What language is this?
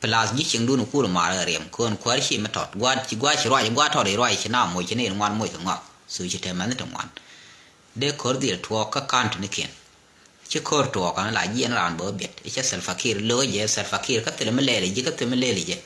Nuer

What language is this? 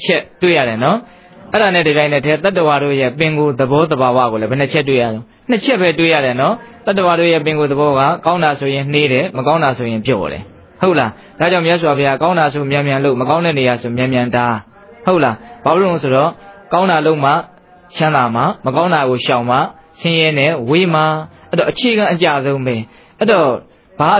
Burmese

